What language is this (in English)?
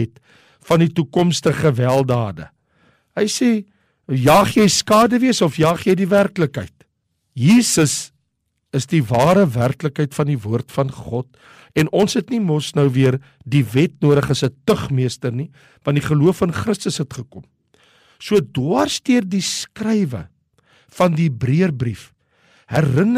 Afrikaans